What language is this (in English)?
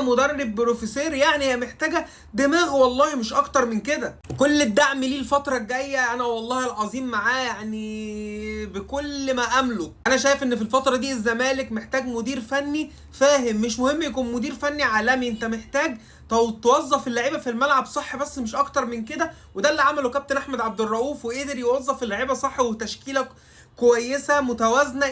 Egyptian Arabic